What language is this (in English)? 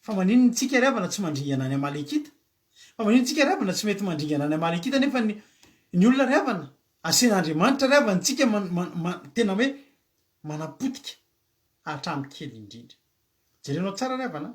Malagasy